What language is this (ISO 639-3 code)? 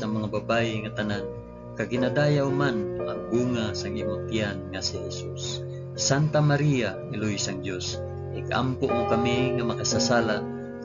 hil